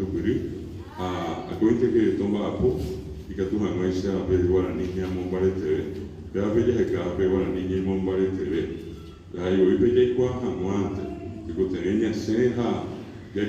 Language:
Guarani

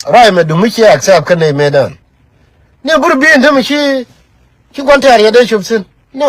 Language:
Nuer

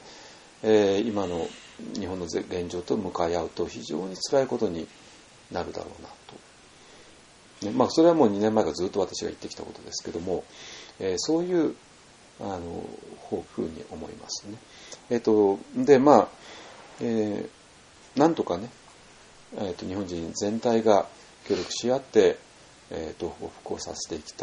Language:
Japanese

